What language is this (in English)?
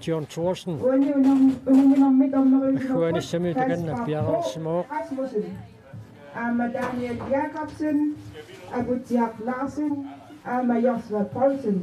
Kalaallisut